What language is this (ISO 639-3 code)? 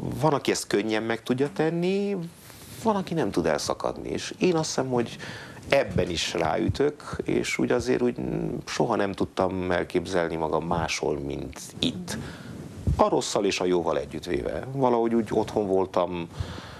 hun